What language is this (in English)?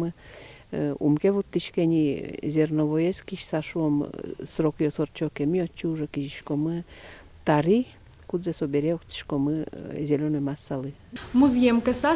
Udmurt